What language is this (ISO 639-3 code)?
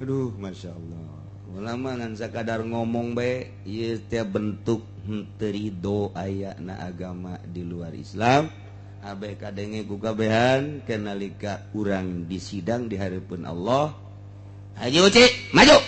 sun